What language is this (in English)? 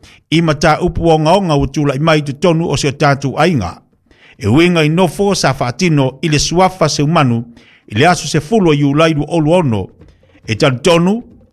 Samoan